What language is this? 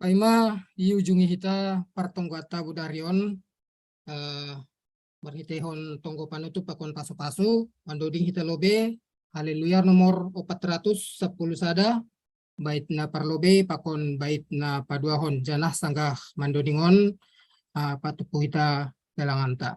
Batak Simalungun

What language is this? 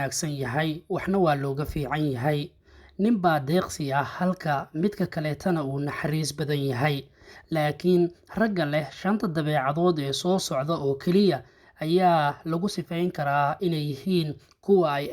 Somali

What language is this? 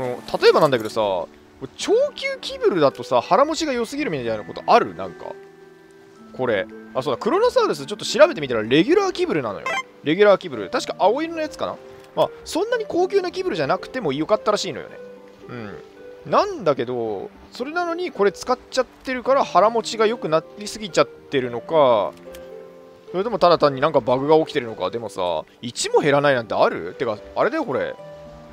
Japanese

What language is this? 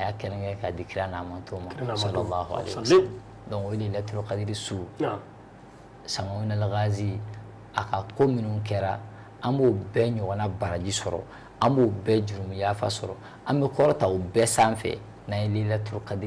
Bambara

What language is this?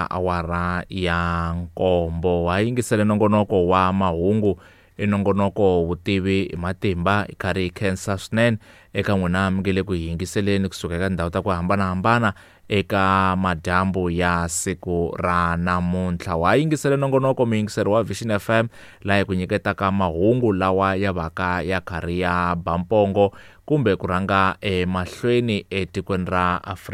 Tsonga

